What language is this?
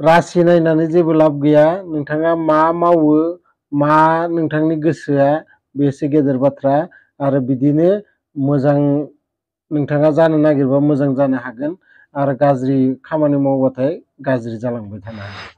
Bodo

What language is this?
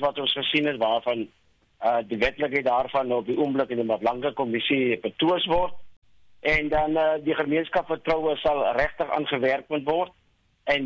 Afrikaans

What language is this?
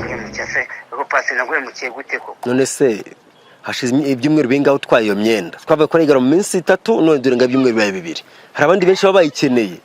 Kinyarwanda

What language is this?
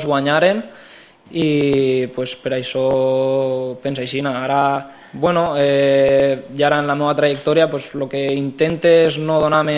Catalan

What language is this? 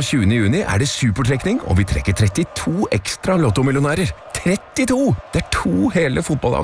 Norwegian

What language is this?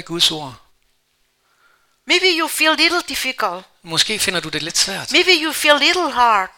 Danish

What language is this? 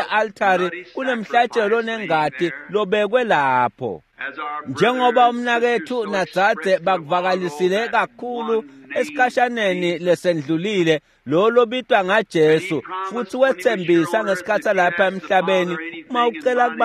Swati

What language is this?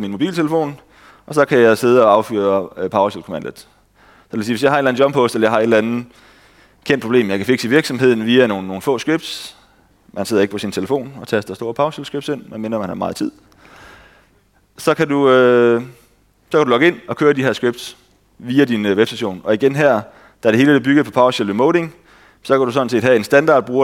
Danish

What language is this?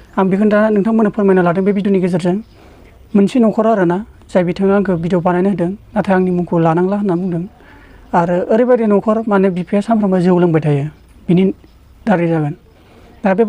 Bodo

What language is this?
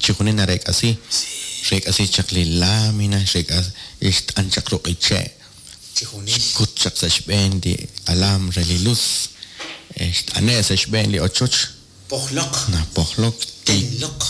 Kekchí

